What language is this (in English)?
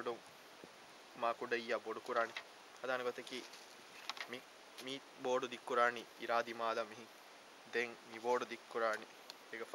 Divehi